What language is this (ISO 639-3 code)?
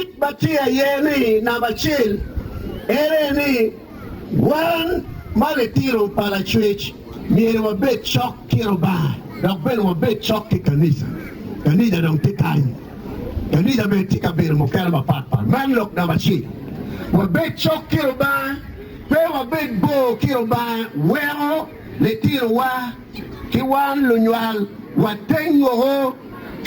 ach